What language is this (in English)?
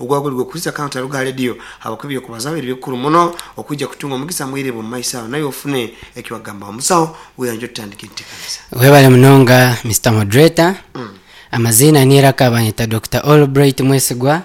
Nyankole